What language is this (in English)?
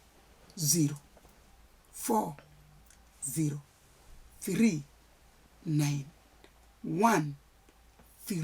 Luo (Kenya and Tanzania)